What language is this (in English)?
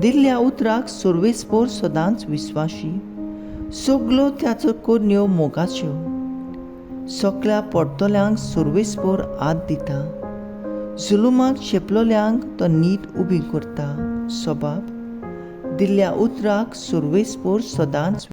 Konkani